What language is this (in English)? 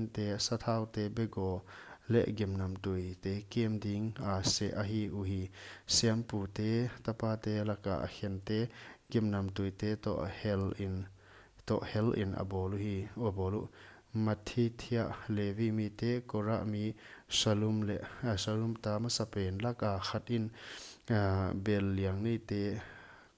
Paite Chin